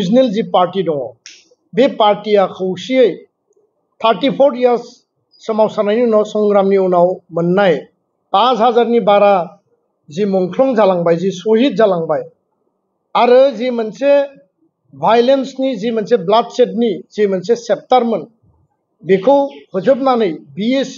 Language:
Bodo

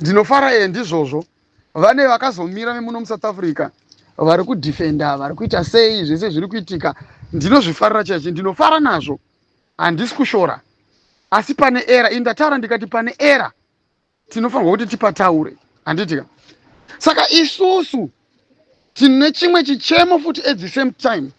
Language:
Shona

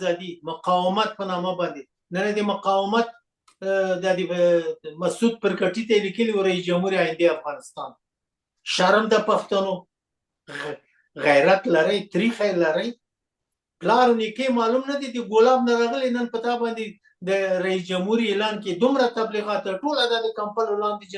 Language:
Pashto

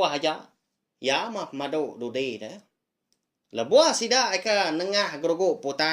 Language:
Iban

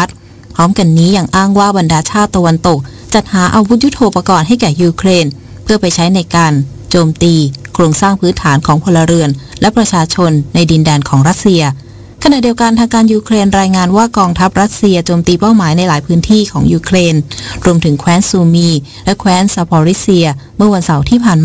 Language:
Thai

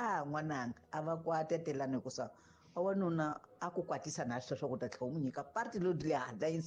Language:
Tsonga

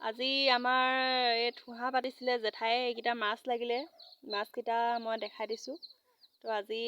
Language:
Assamese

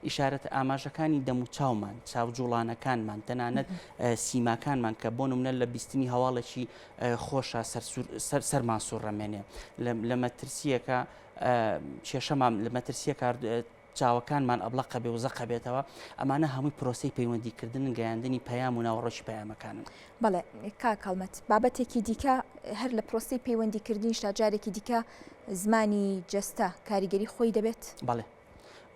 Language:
Central Kurdish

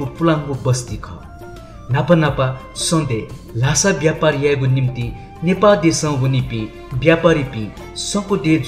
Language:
Newari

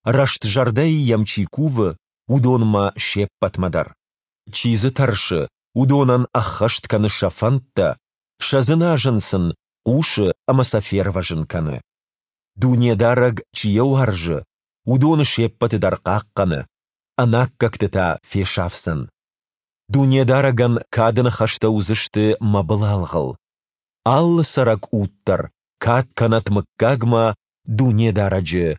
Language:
Ossetic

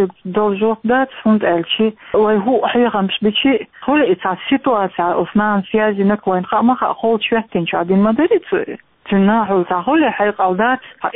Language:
Chechen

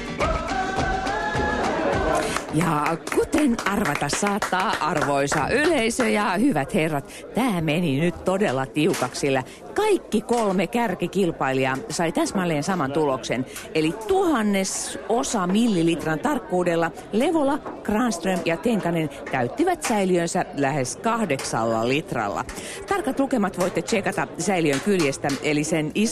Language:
Finnish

